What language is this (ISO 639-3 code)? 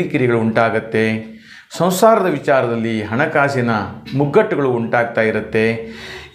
kan